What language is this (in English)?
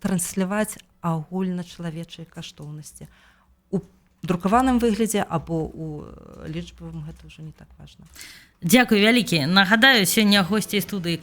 Belarusian